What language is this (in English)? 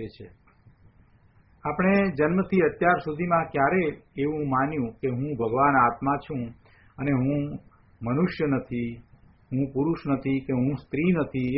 Gujarati